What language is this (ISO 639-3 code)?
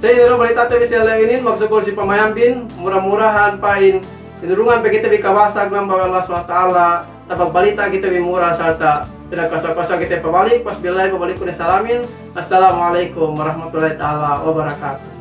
yka